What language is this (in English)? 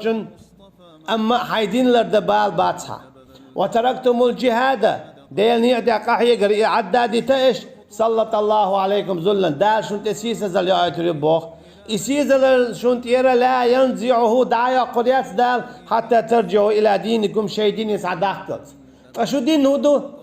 Chechen